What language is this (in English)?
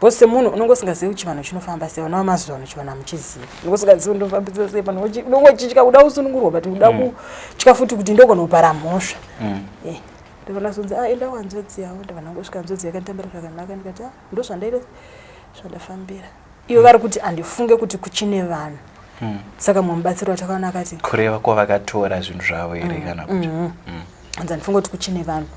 Shona